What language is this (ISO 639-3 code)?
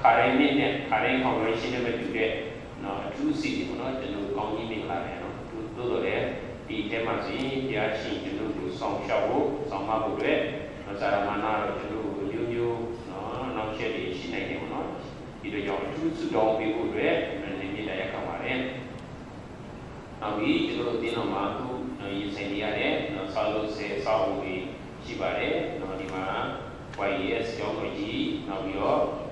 mya